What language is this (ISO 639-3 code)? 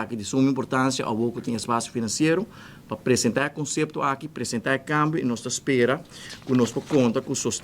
pap